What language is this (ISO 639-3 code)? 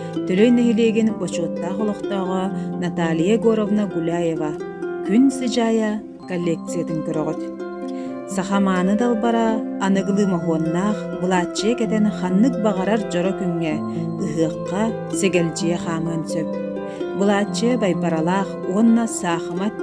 sah